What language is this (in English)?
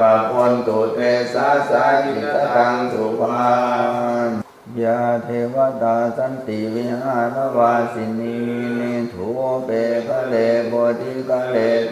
Pali